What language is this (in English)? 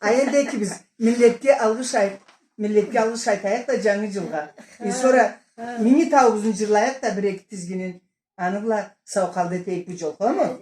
Karachay-Balkar